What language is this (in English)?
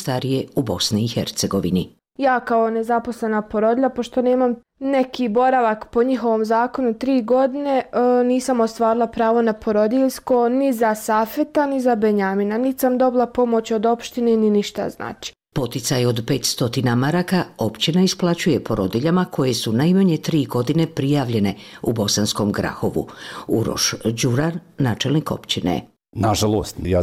Bosnian